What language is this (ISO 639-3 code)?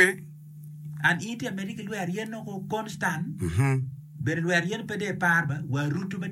ach